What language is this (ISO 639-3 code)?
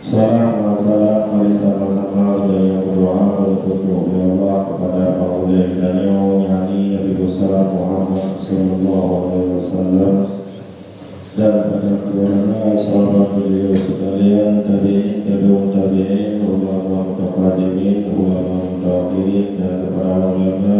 ace